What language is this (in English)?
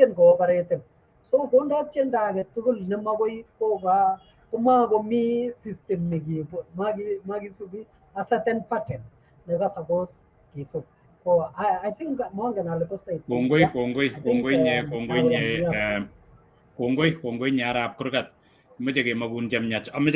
Kalenjin